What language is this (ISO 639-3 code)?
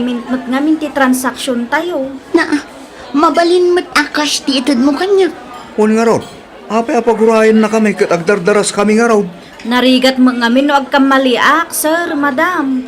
ilo